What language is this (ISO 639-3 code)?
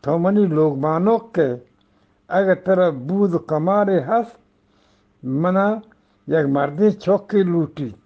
bgp